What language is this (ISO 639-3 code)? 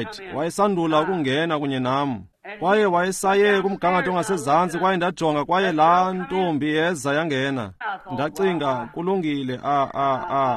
xho